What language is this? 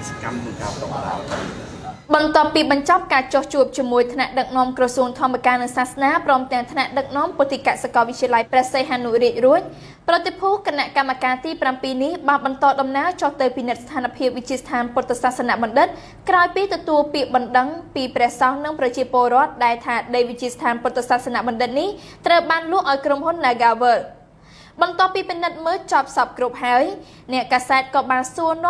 Khmer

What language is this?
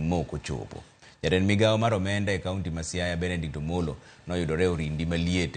Luo (Kenya and Tanzania)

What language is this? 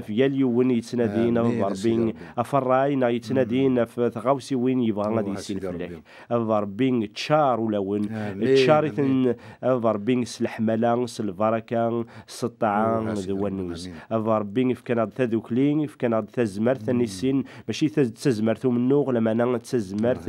Kabyle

